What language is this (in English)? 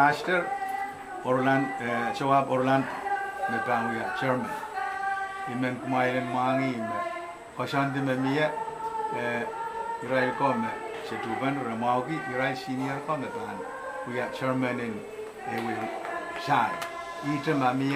Pohnpeian